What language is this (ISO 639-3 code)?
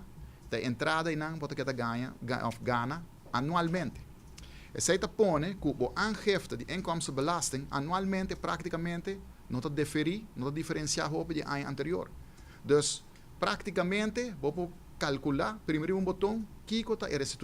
pap